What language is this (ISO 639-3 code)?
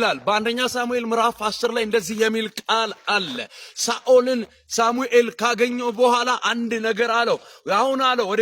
amh